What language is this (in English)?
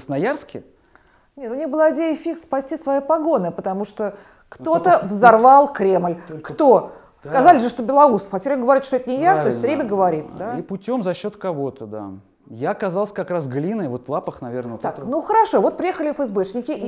Russian